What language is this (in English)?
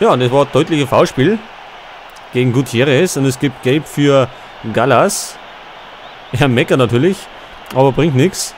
Bavarian